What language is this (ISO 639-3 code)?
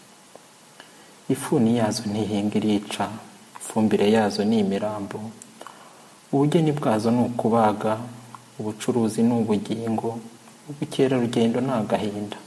kin